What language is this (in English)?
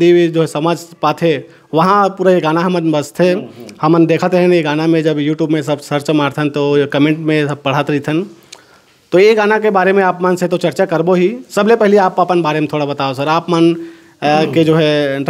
Chhattisgarhi